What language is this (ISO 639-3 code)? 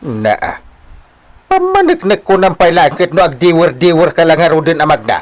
ilo